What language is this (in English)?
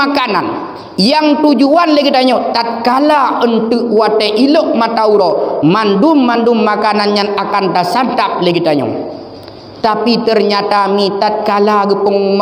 Achinese